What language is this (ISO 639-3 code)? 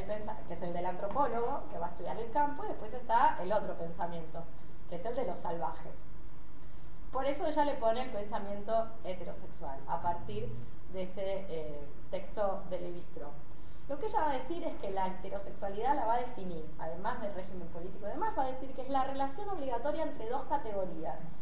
spa